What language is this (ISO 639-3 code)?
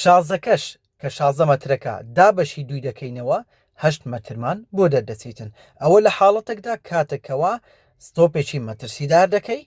ckb